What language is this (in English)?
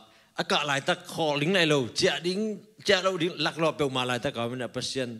Tedim Chin